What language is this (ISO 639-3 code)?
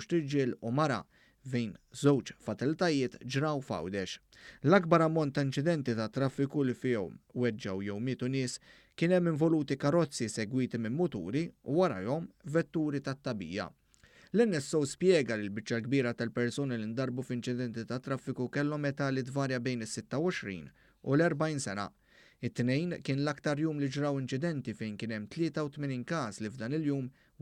mlt